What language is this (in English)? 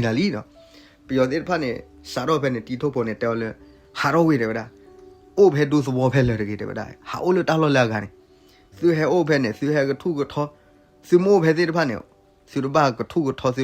S'gaw Karen